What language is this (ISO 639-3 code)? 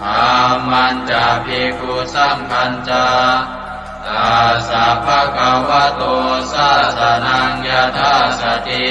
pli